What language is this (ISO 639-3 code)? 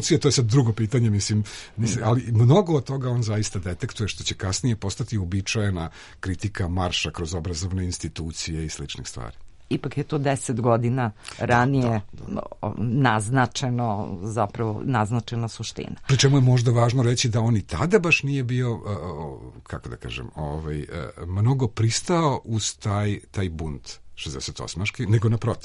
srp